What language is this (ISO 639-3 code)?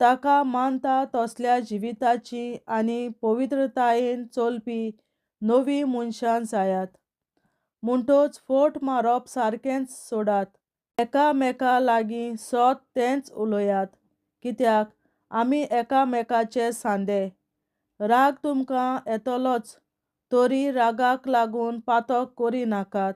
kok